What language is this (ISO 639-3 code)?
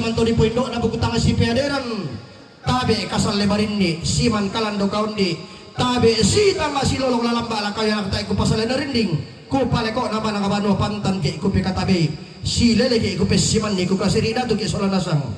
sda